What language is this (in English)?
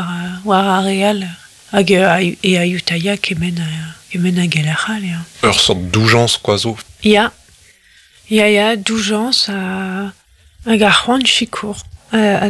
Breton